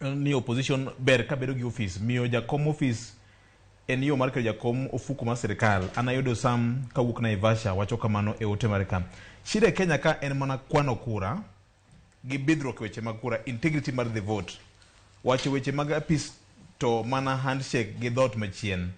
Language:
Luo (Kenya and Tanzania)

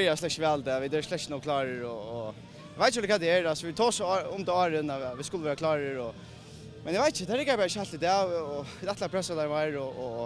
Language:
Faroese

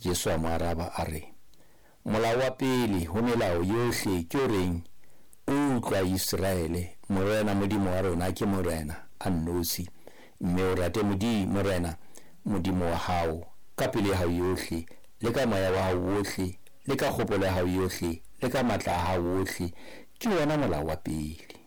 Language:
Southern Sotho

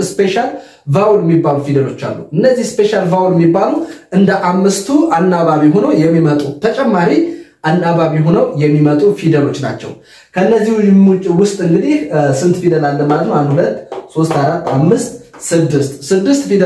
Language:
Amharic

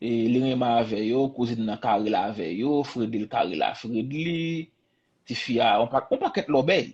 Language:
Haitian Creole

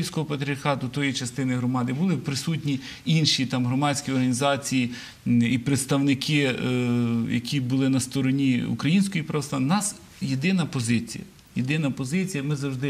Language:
Ukrainian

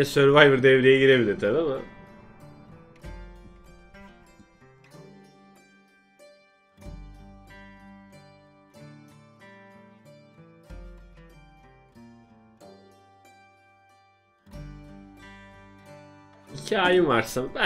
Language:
Turkish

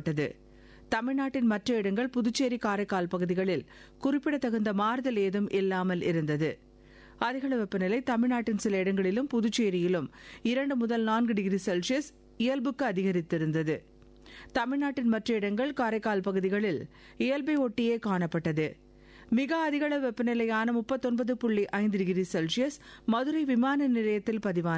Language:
Tamil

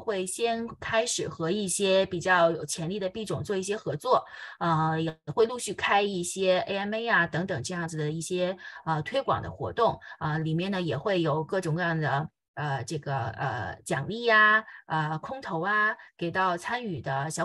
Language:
Chinese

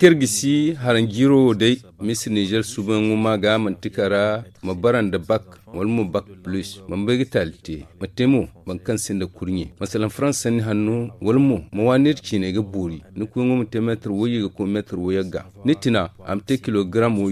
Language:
Zarma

